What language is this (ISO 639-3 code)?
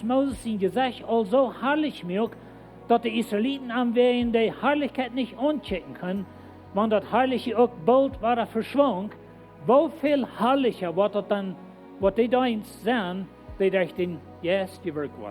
pdt